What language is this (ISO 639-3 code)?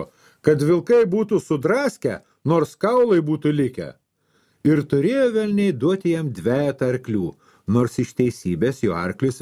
lit